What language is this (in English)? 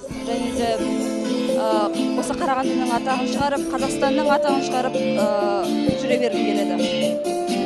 Kazakh